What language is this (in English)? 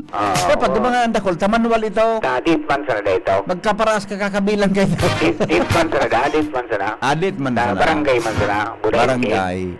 Bikol